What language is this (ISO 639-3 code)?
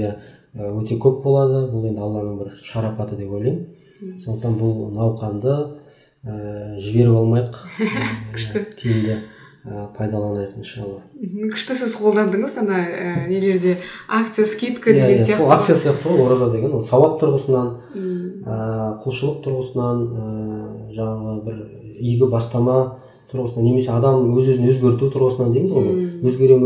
kaz